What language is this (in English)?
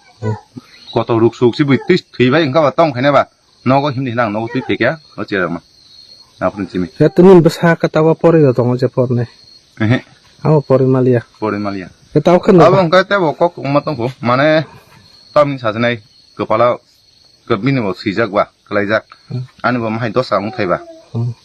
Kok Borok